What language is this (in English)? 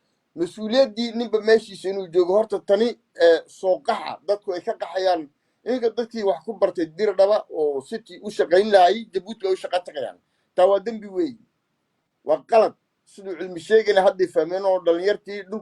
Somali